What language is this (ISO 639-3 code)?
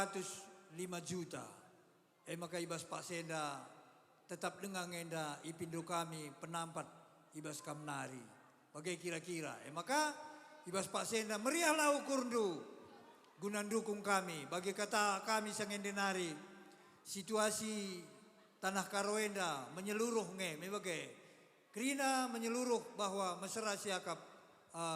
btx